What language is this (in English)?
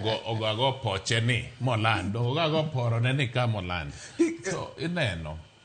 Luo (Kenya and Tanzania)